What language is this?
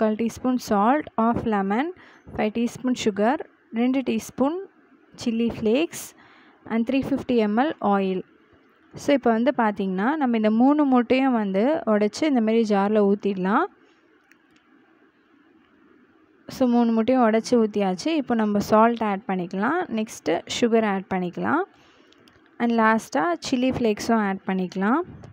Tamil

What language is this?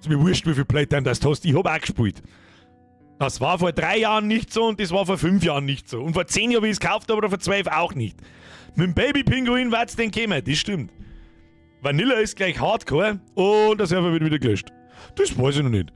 Bavarian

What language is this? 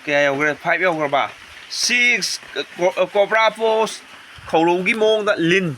Manipuri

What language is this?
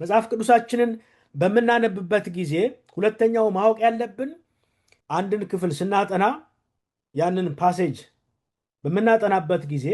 Amharic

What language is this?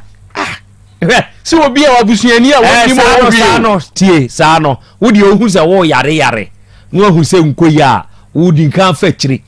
Akan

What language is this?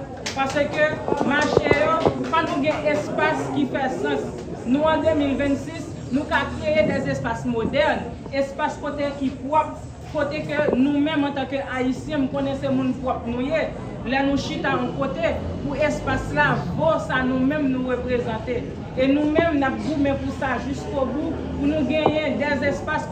Haitian Creole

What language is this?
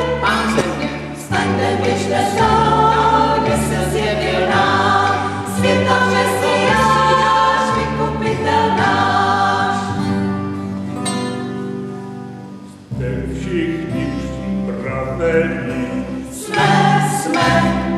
Czech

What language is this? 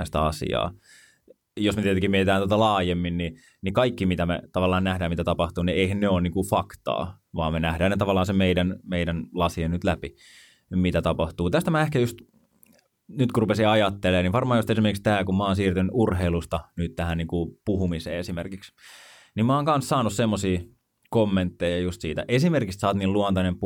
Finnish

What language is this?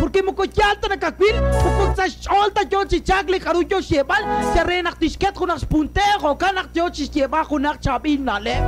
Kekchí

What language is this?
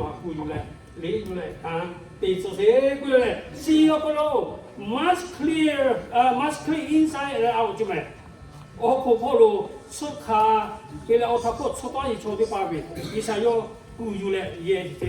Lahu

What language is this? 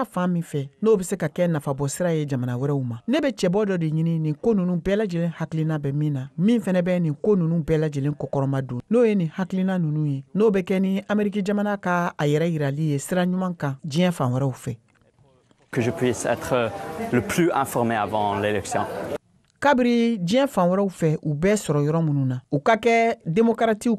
Bambara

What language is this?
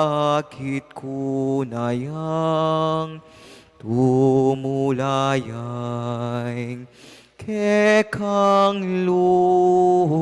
Pampanga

